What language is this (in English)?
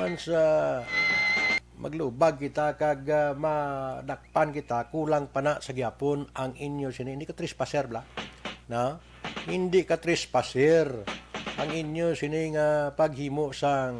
Hiligaynon